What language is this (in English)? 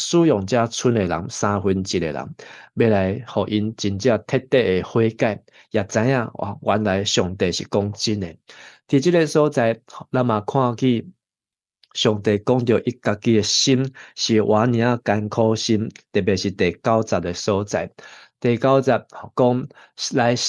Min Nan Chinese